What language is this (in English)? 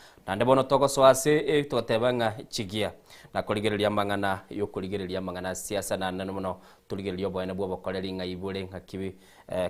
Gusii